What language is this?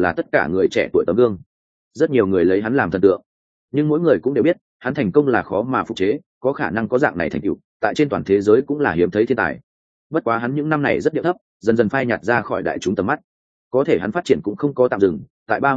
Vietnamese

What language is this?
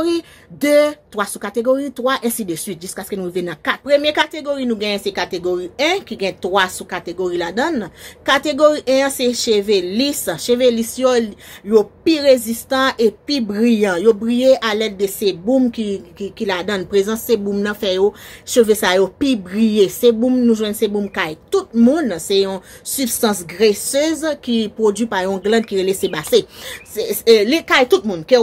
Haitian Creole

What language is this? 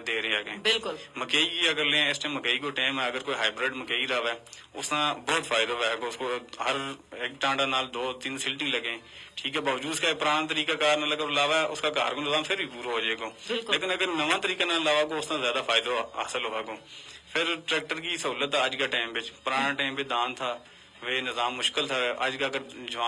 Gujari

